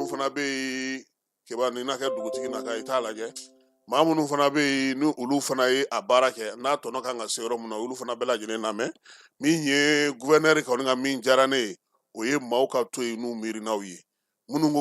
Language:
Bambara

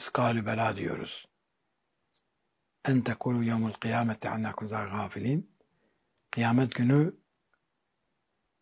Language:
Turkish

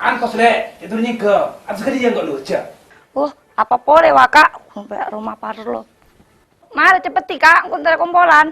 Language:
Madurese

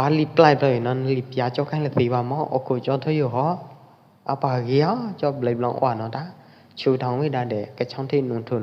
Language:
Pwo Eastern Karen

